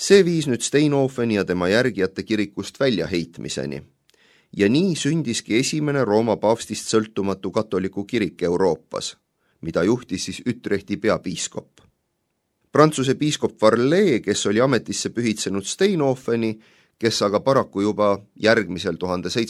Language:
Estonian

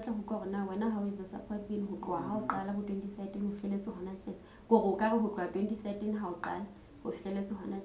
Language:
Southern Sotho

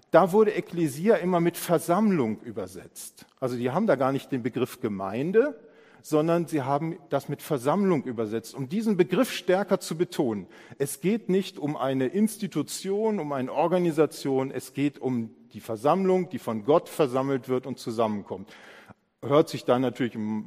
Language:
German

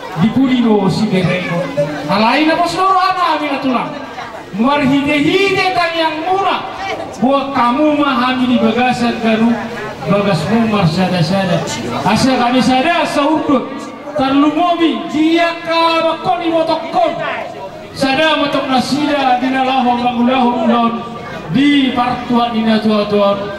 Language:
Batak Toba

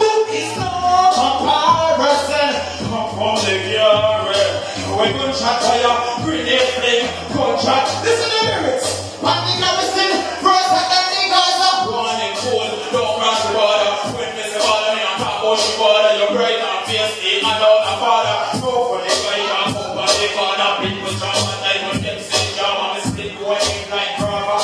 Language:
Jamaican Creole English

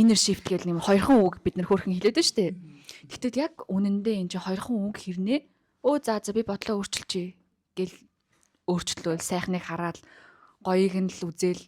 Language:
Mongolian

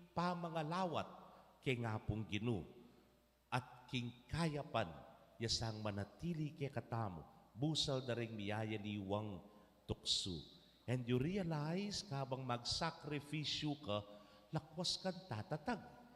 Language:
Pampanga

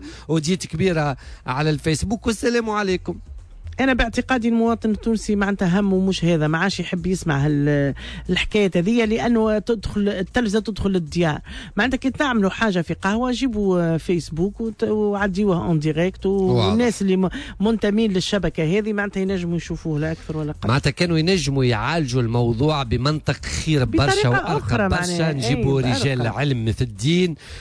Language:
Tunisian Arabic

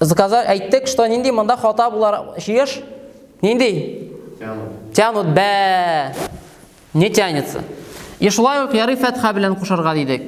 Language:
Tatar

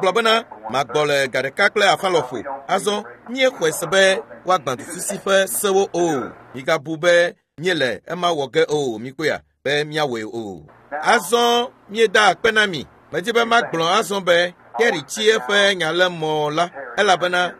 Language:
Ewe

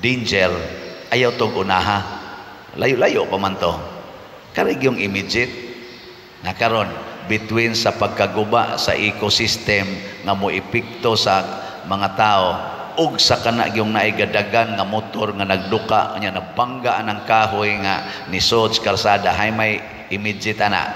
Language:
Cebuano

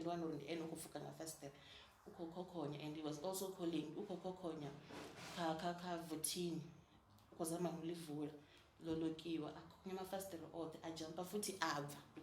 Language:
Venda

